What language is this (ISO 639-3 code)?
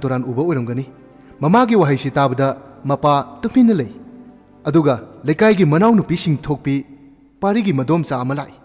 mni